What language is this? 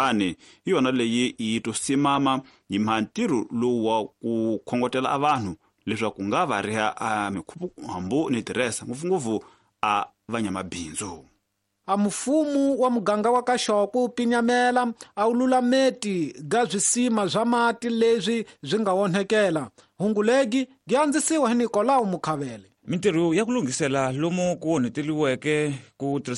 Tsonga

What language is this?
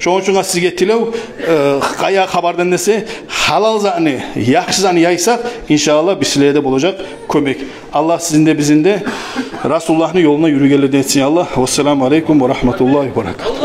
Kumyk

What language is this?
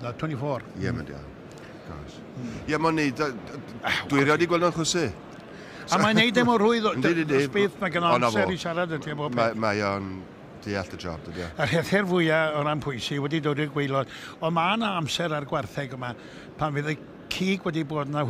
Welsh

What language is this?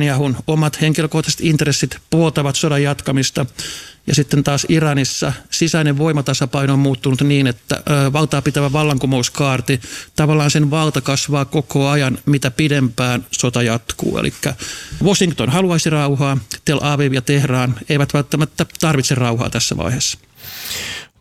Finnish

